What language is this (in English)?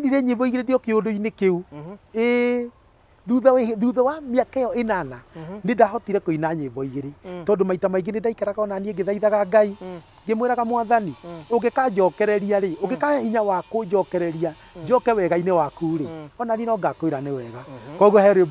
Kikuyu